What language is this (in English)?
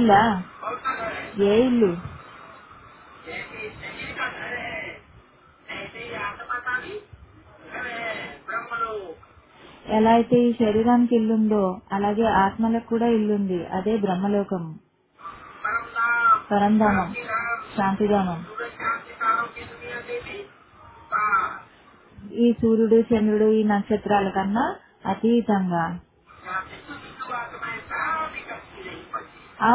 Telugu